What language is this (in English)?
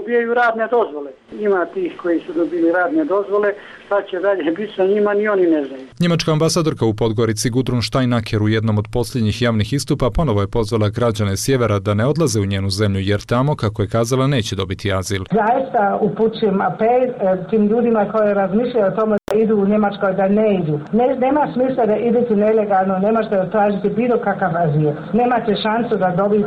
Serbian